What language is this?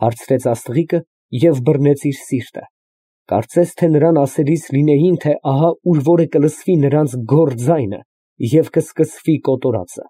Armenian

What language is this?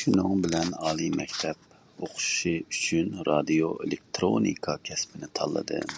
Uyghur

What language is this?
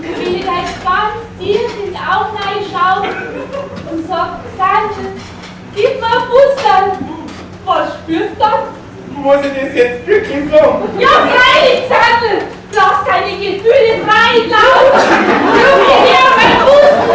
Bavarian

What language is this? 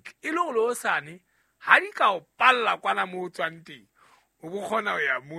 Southern Sotho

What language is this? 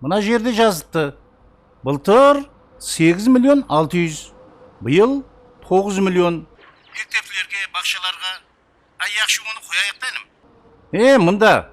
Kara-Kalpak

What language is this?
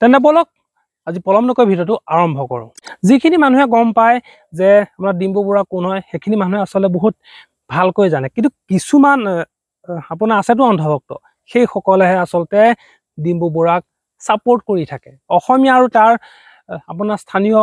Assamese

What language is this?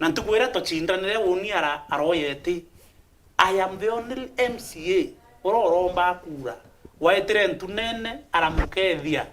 Meru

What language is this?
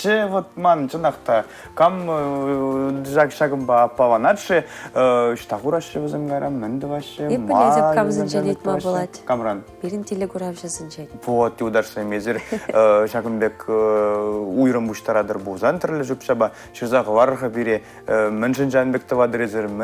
Chuvash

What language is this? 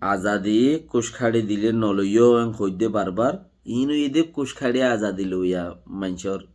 Rohingya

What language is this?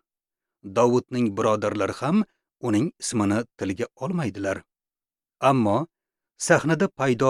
Uzbek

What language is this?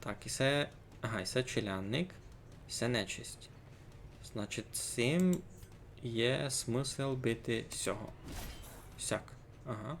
Rusyn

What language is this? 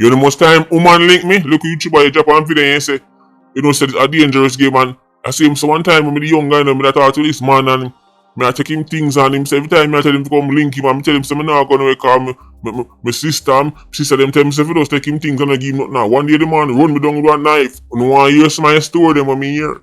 Jamaican Creole English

